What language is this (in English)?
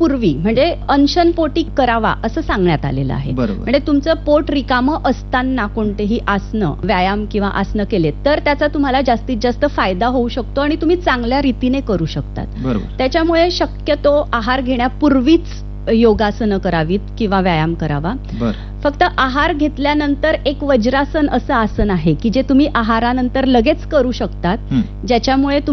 Marathi